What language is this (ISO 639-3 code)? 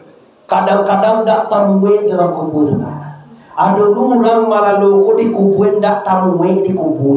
min